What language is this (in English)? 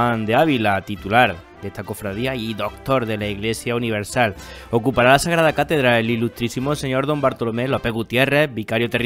Spanish